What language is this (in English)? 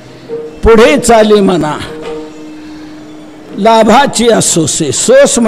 Marathi